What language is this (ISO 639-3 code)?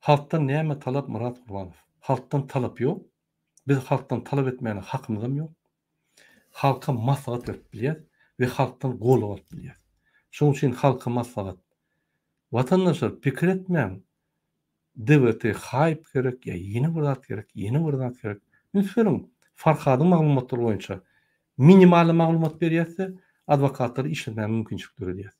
tuk